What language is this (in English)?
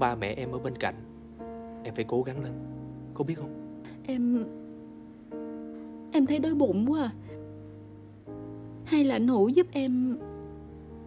Vietnamese